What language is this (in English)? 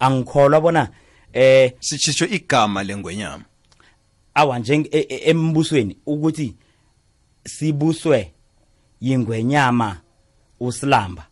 South Ndebele